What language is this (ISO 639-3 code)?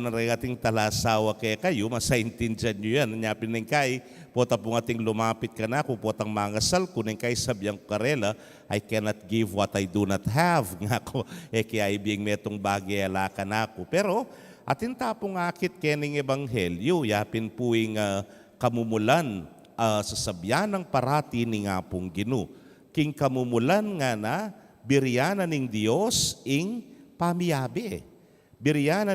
pam